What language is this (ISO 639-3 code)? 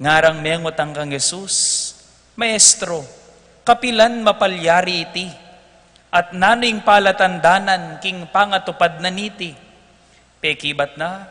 pam